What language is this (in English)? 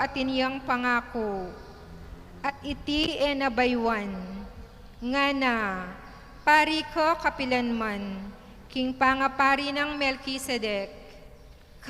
Pampanga